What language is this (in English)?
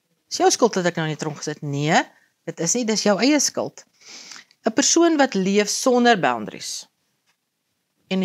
Afrikaans